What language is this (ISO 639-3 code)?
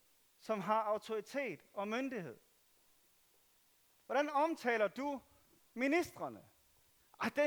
dan